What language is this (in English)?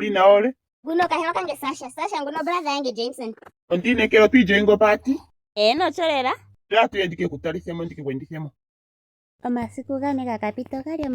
Ndonga